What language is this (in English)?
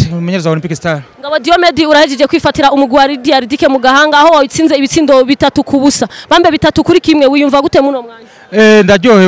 Rundi